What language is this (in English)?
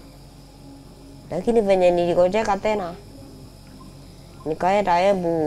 Swahili